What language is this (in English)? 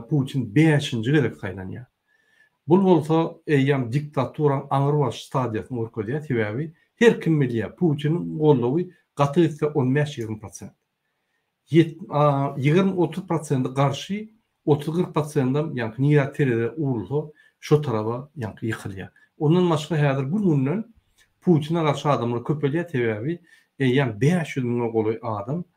Turkmen